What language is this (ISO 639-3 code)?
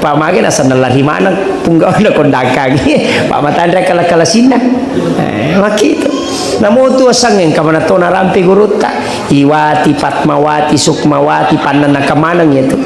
bug